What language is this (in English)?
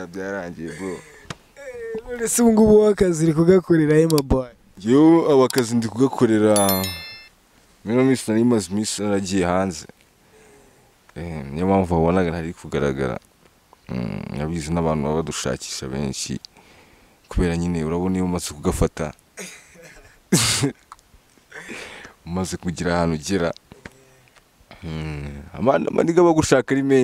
Kinyarwanda